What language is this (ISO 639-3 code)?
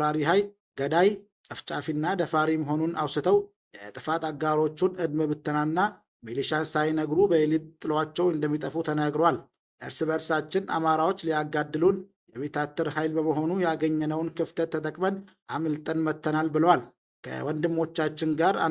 amh